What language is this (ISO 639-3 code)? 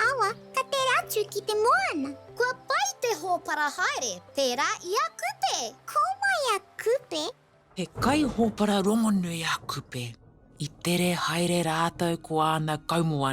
mri